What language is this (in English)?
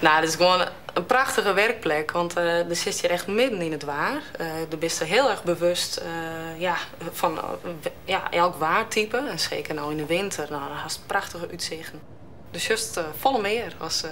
Western Frisian